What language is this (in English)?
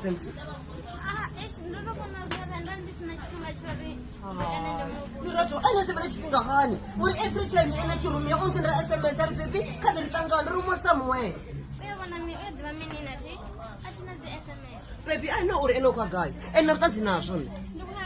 Venda